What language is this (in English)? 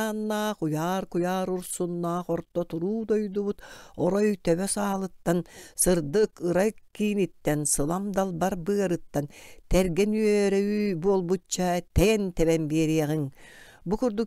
Yakut